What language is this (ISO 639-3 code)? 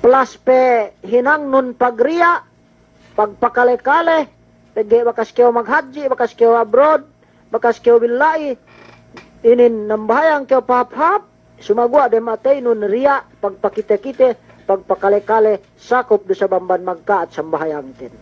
yka